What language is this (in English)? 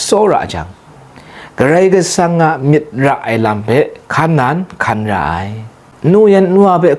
Kachin